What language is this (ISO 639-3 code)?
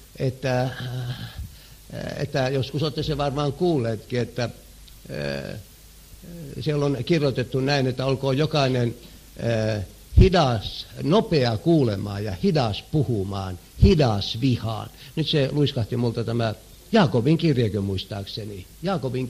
fin